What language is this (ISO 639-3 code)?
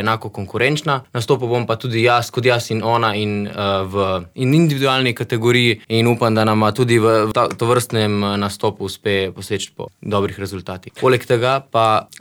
slv